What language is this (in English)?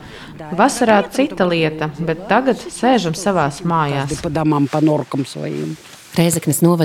Latvian